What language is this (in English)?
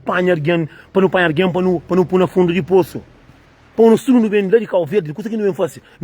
Kabuverdianu